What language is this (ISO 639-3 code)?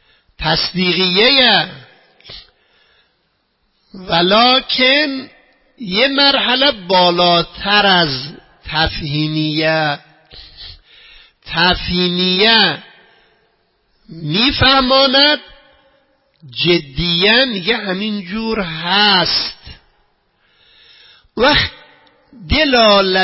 fas